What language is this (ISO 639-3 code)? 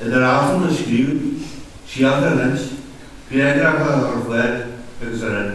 gle